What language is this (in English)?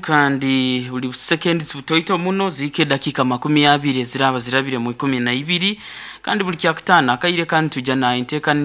Nyoro